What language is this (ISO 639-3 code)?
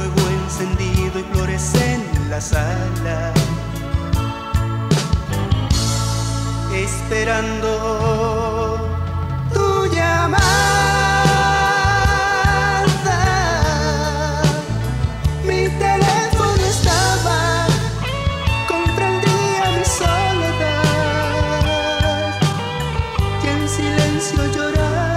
spa